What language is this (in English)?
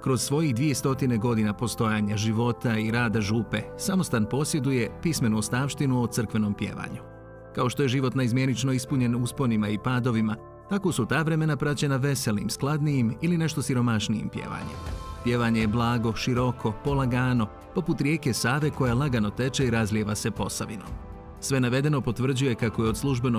Croatian